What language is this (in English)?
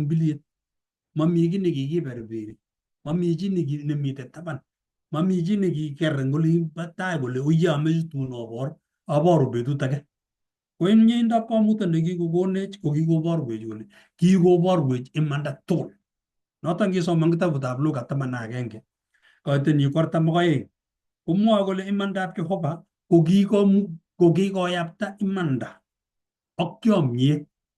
Kalenjin